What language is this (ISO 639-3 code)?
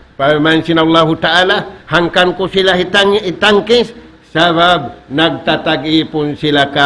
tsg